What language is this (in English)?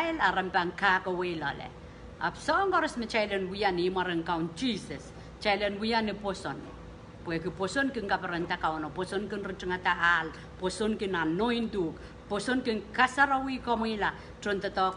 Pohnpeian